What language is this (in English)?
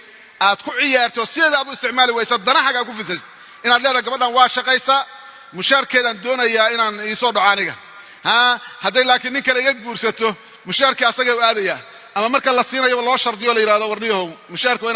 Somali